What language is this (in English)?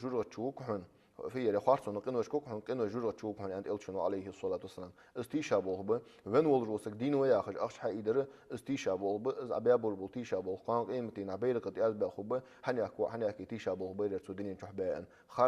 Ingush